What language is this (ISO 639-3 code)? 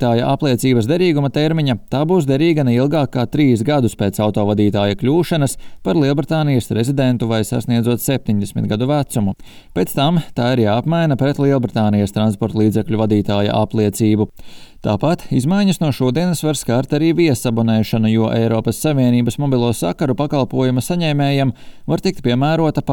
lav